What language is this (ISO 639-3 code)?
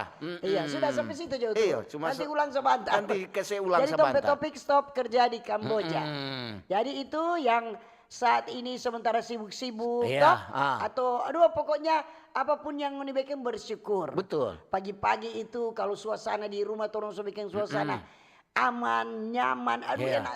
xmm